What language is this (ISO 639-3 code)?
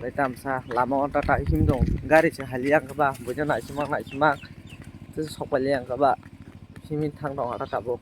trp